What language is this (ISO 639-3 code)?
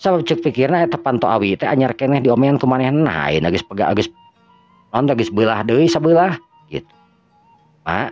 sun